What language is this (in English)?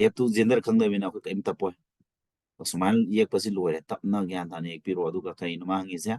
Manipuri